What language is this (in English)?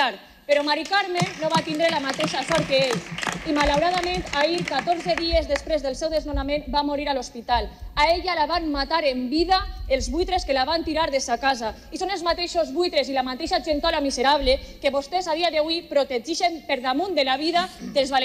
Catalan